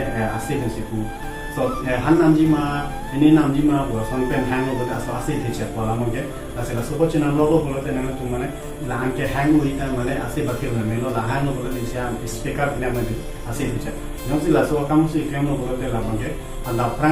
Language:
Karbi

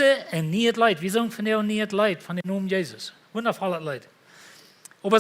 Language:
Plautdietsch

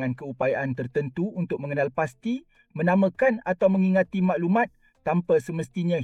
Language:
Malay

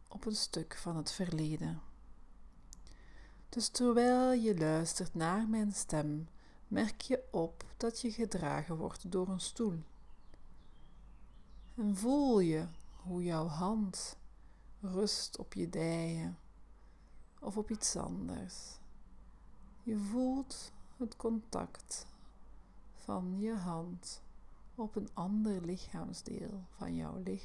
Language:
Dutch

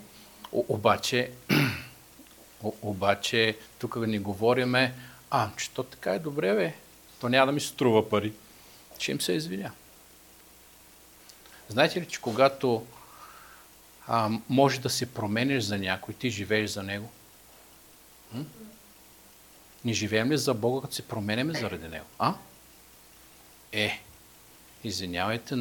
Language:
Bulgarian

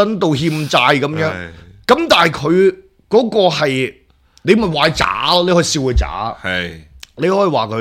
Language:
Cantonese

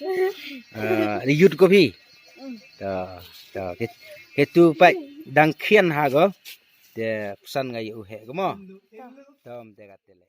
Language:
Khasi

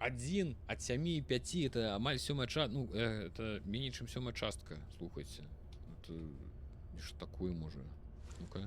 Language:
Belarusian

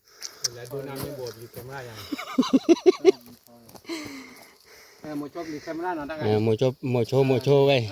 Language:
S'gaw Karen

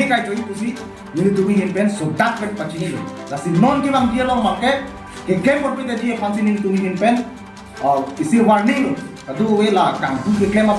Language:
Karbi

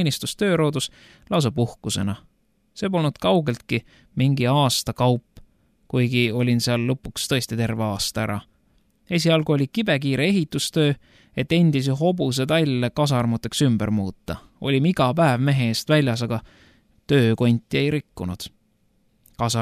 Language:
Estonian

